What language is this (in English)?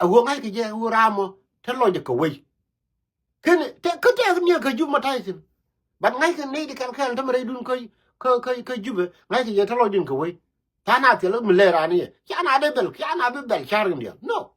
Nuer